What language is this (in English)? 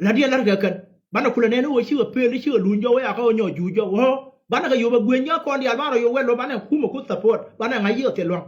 Nuer